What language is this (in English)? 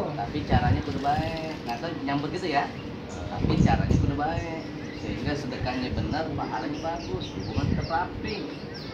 Betawi